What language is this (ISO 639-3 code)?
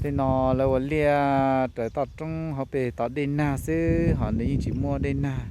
hmn